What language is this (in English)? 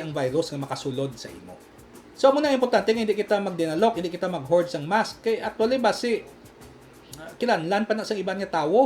Hiligaynon